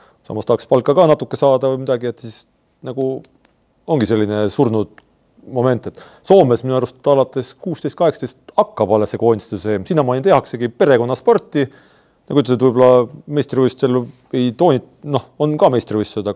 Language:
Estonian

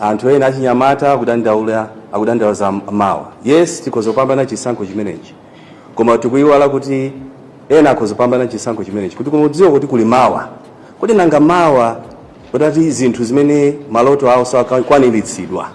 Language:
Nyanja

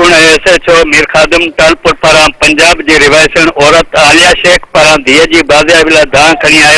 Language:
Sindhi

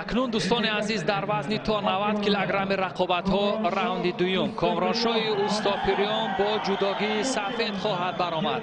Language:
Tajik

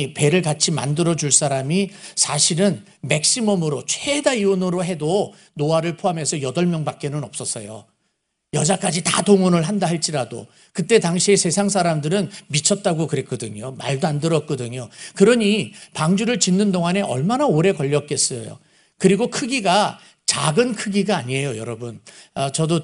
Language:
Korean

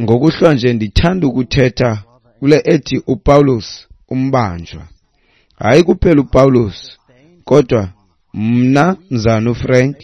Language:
Xhosa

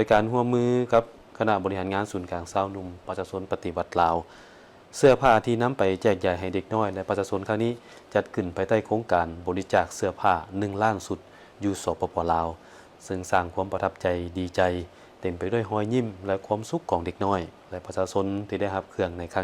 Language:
Lao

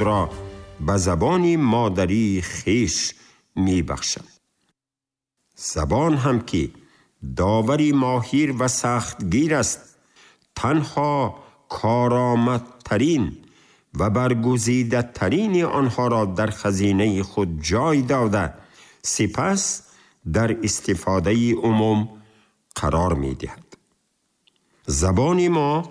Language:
Tajik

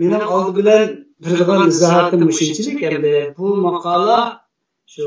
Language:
Uyghur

